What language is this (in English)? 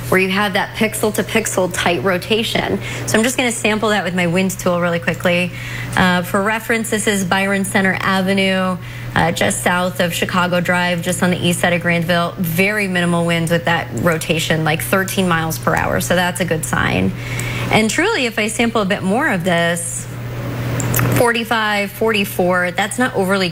English